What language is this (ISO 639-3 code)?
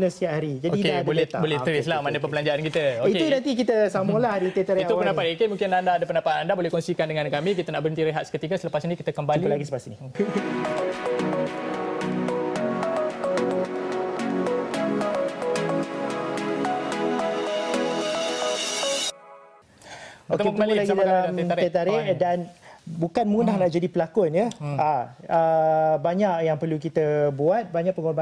msa